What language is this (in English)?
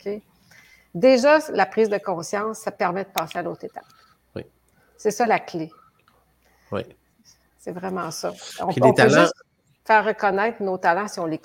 French